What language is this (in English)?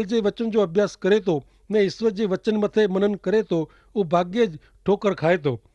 Kachhi